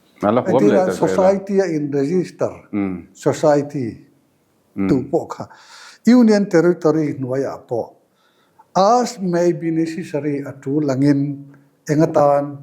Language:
Mizo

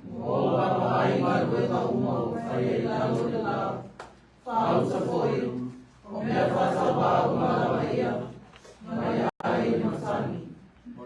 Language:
Samoan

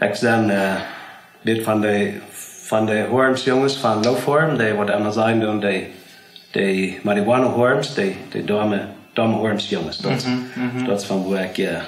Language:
Plautdietsch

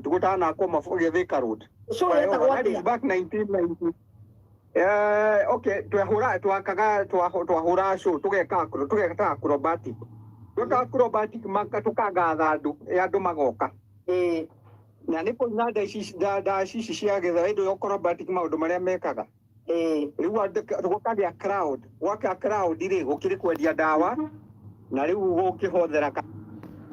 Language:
Kikuyu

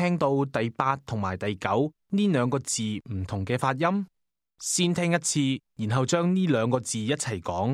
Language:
Cantonese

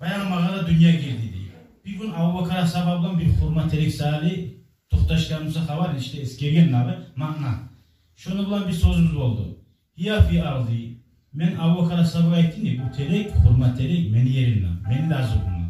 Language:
Kumyk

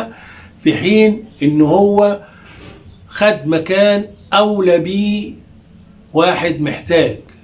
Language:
Egyptian Arabic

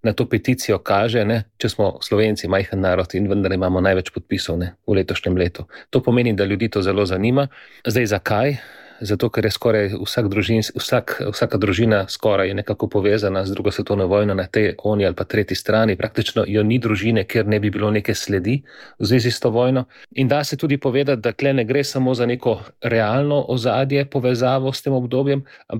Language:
Slovenian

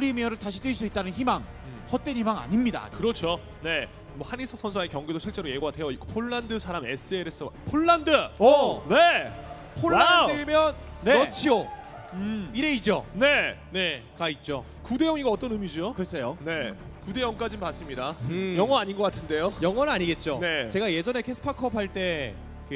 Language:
Korean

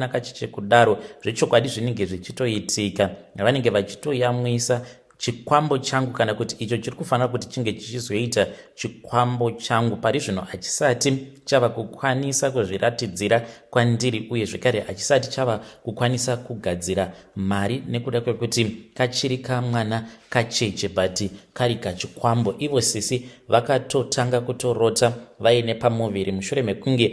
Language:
Shona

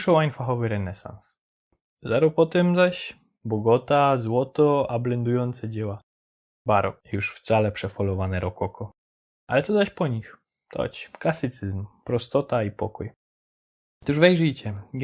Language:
Silesian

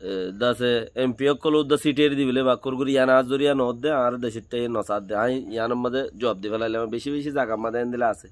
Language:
Rohingya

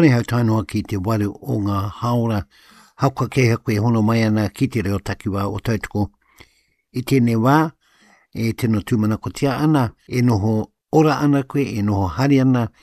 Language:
Māori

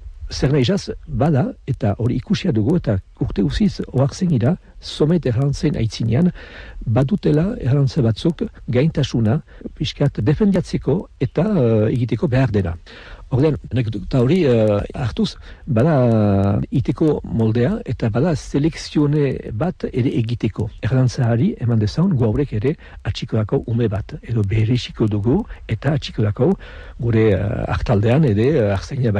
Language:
Basque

